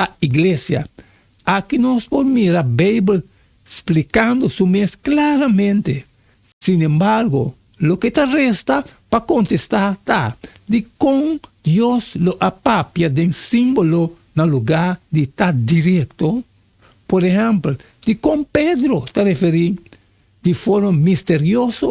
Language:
Papiamento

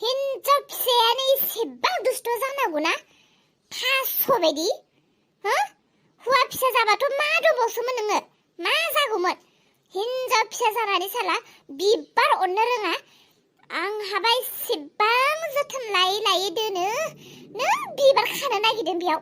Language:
Bodo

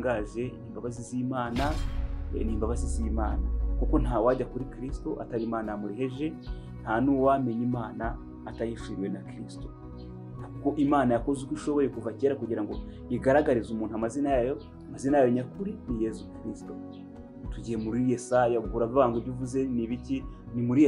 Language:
Kinyarwanda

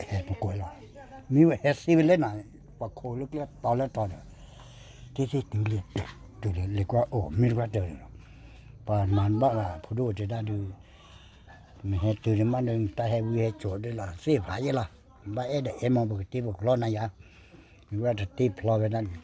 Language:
S'gaw Karen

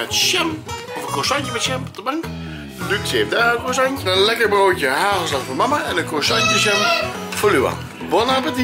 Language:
Dutch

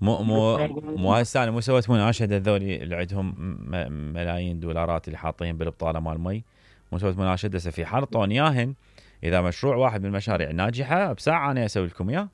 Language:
Mesopotamian Arabic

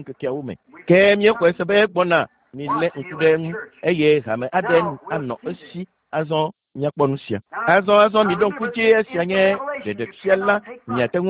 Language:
Ewe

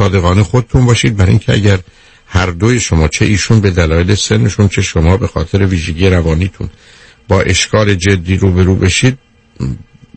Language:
Persian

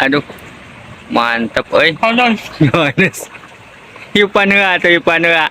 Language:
Sundanese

